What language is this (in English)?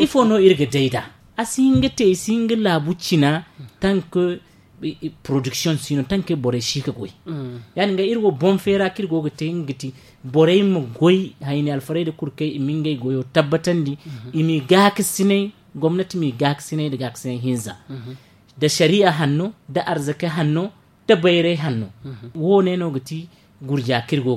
Zarma